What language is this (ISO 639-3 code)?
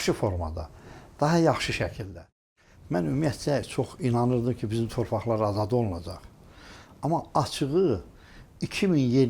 aze